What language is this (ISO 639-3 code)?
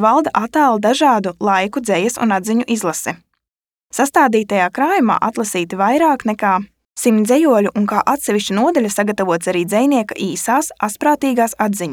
lav